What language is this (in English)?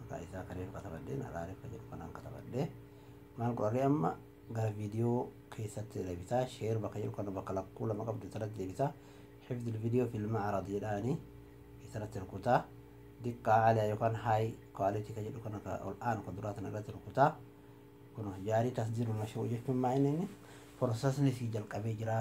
Oromo